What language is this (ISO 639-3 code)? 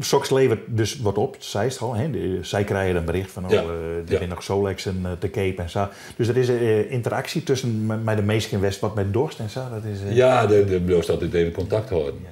fry